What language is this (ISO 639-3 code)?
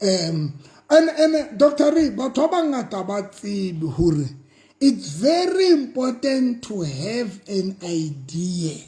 sot